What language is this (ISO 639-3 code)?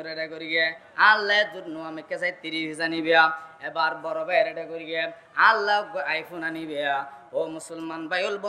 rhg